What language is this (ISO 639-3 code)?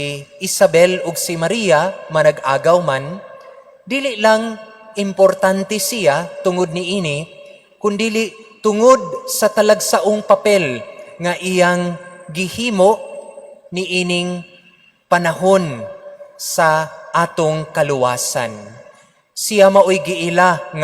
ceb